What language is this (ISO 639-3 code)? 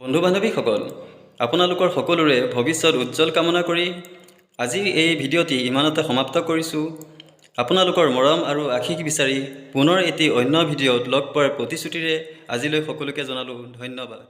asm